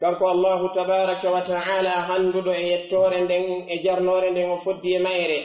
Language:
Pular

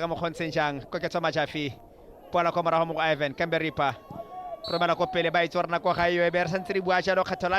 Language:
Tswana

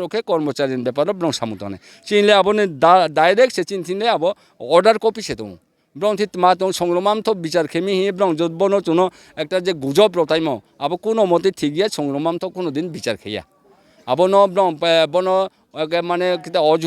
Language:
Riang (India)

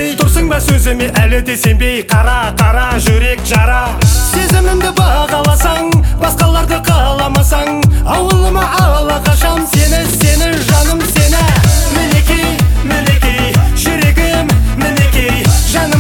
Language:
Kazakh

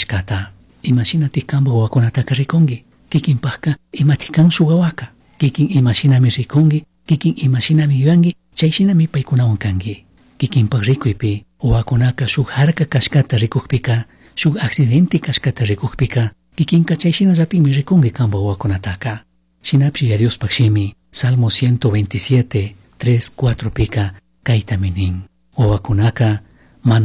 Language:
Chimborazo Highland Quichua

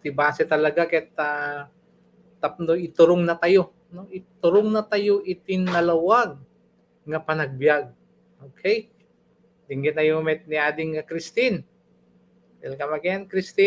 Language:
Iloko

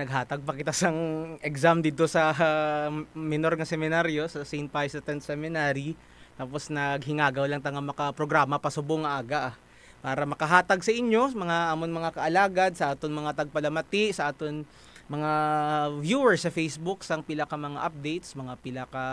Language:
Hiligaynon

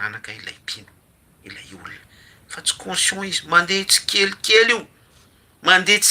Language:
Malagasy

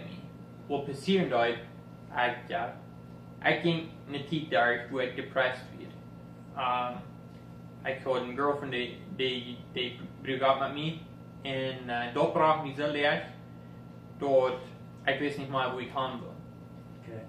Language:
Plautdietsch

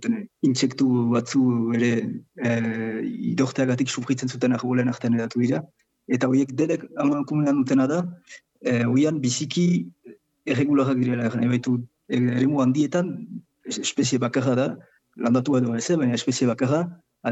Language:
Basque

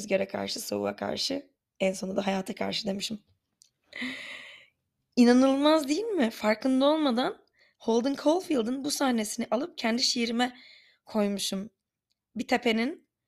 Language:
Turkish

